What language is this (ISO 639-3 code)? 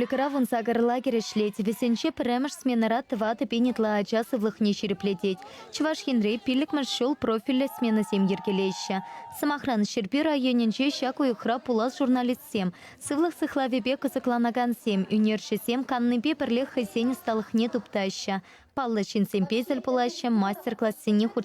chv